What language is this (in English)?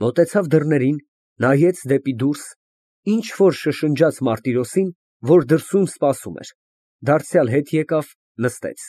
Armenian